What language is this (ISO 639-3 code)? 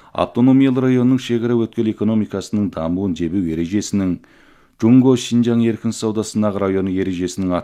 kaz